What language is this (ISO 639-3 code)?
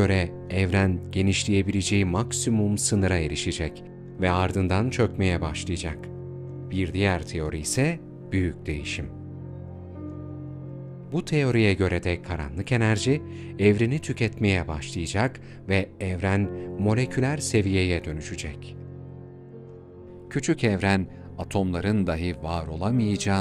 tur